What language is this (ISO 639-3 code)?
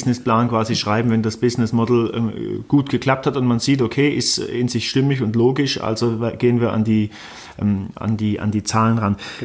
deu